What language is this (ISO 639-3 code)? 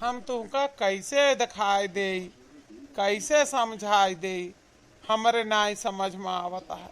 awa